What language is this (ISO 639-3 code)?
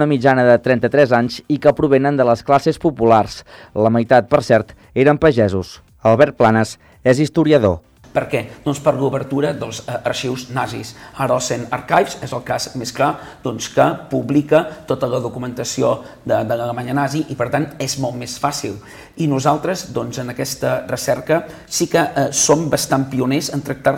cat